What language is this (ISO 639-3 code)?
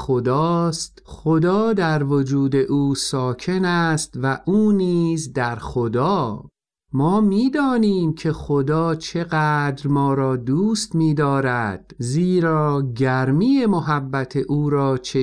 fas